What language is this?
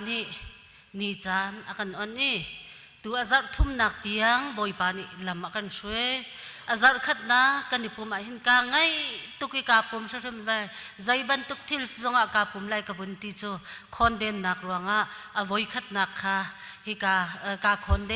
Hakha Chin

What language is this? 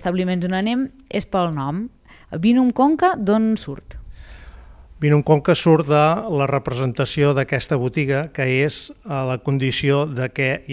Catalan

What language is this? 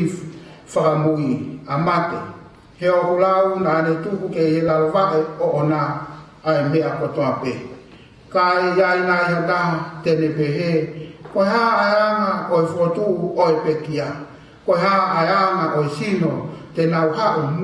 Tongan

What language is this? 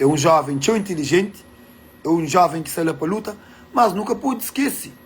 Kabuverdianu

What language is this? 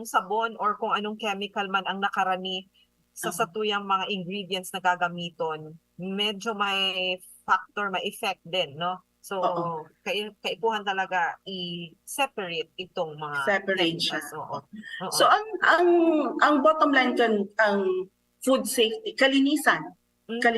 Bikol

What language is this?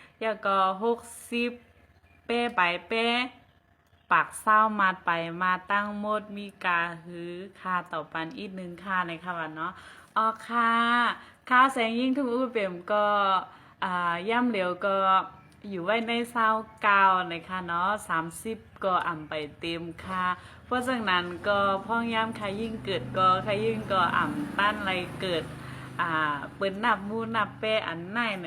Shan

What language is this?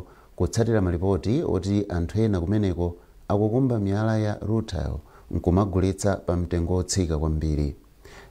Nyanja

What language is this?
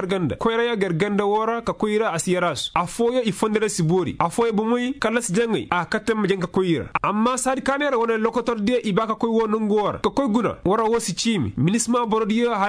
Koyraboro Senni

